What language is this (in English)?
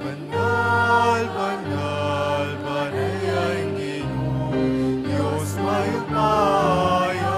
Pampanga